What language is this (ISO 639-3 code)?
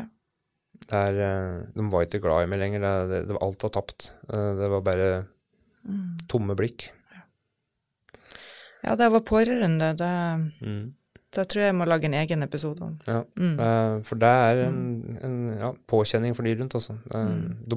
nor